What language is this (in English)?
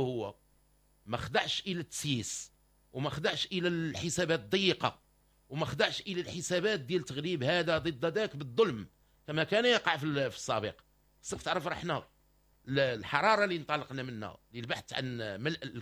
Moroccan Arabic